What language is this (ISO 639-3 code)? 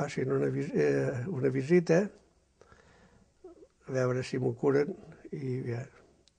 cat